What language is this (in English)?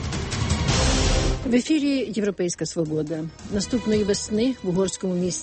Ukrainian